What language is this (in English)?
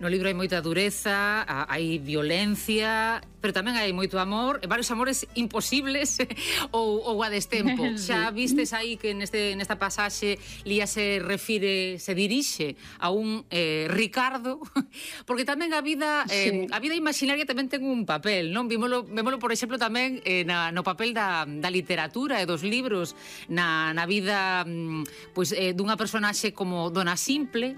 Galician